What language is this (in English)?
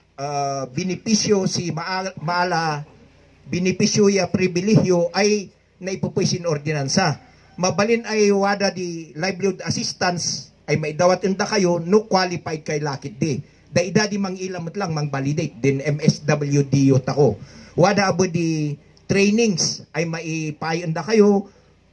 Kankanaey